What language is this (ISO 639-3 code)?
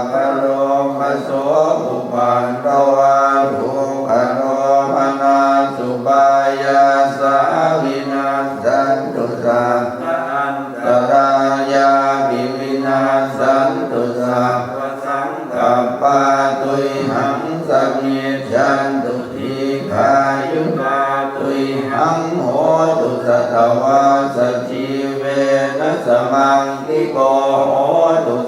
pli